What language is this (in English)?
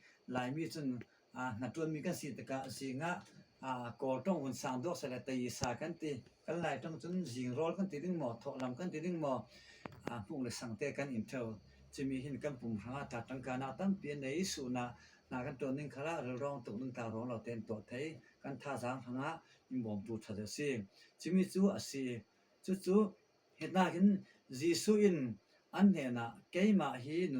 Falam Chin